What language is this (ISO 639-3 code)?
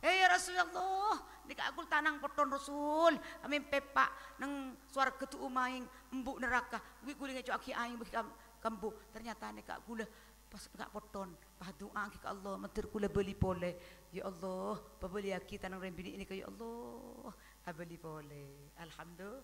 mad